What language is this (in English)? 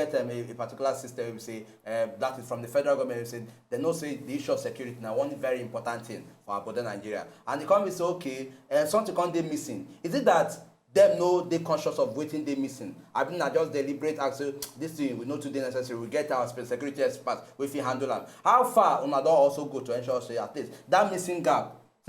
Nigerian Pidgin